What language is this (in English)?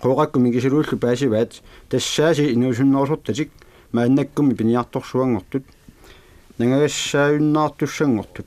Kalaallisut